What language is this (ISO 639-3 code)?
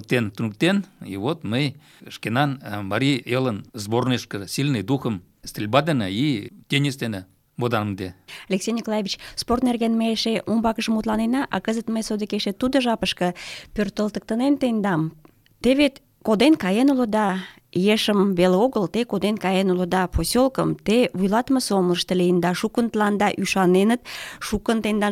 chm